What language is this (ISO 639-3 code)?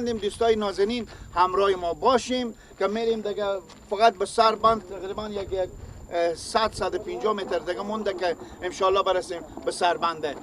fas